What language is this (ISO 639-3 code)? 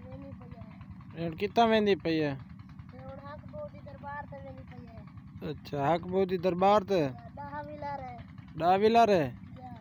skr